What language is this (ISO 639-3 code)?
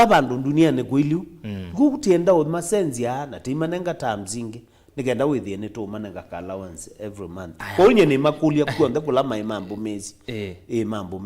kam